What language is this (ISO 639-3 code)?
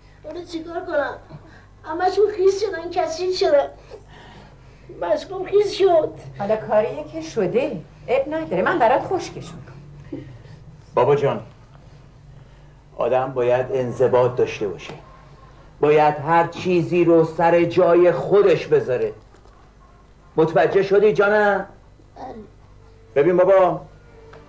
fas